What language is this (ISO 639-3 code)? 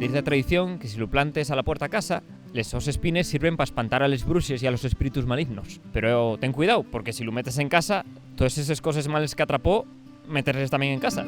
ast